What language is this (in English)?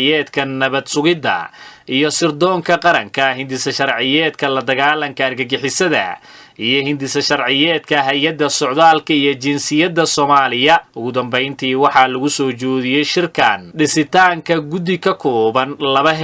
Somali